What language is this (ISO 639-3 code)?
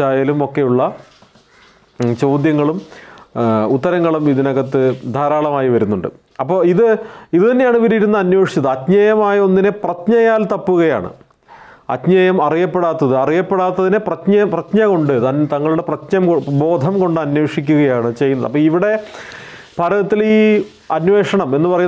mal